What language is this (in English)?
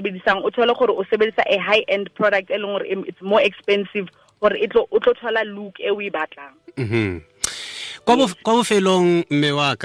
Tswana